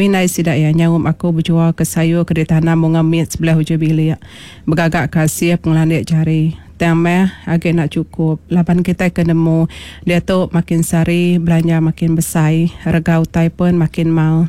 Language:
Iban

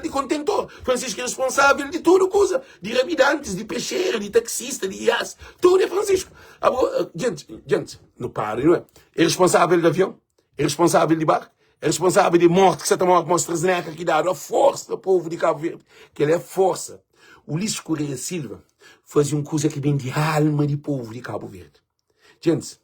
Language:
Kabuverdianu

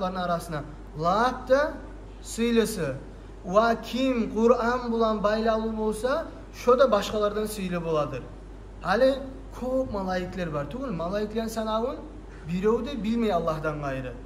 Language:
Kumyk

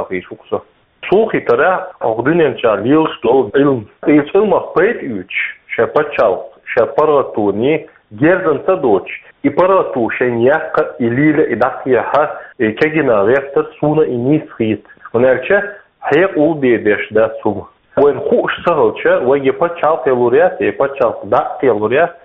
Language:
Chechen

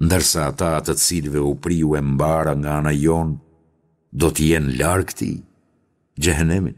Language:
Albanian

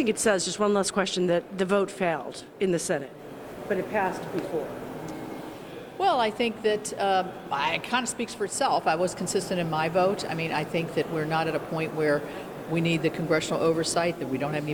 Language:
English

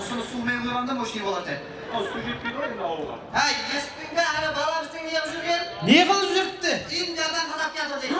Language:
Kara-Kalpak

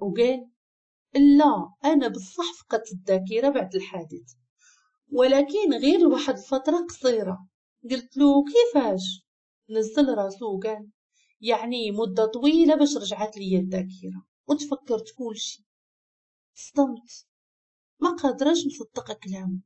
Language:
Moroccan Arabic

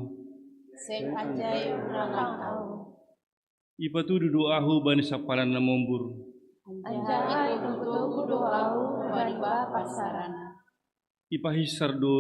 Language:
Batak Simalungun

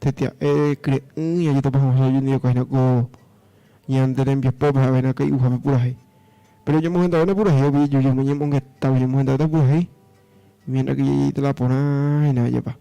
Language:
Guarani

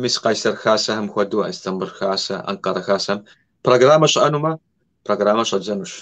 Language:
Kabardian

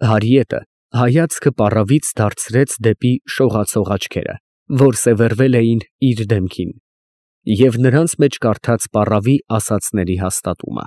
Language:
Armenian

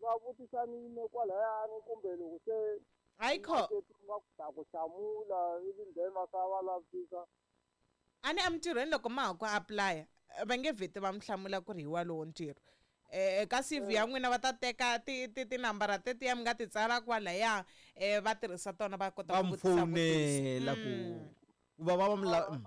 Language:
Tsonga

